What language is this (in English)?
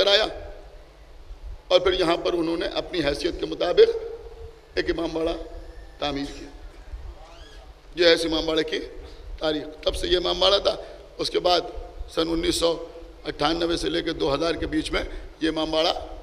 Hindi